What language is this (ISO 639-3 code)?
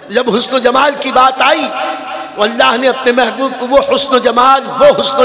urd